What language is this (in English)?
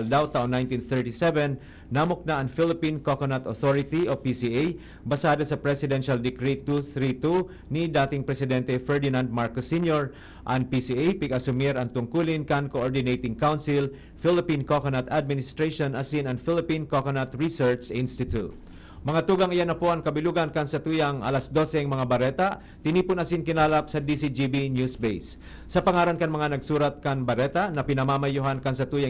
Bikol